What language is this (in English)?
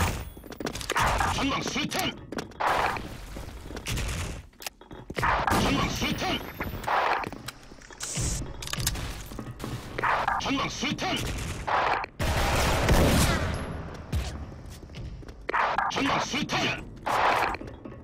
Korean